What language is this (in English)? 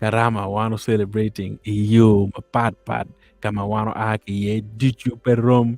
Acoli